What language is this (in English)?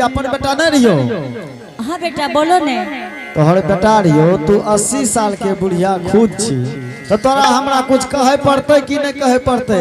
Angika